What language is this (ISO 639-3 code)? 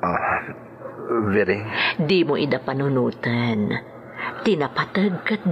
ilo